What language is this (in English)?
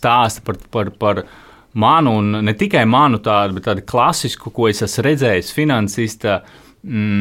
Latvian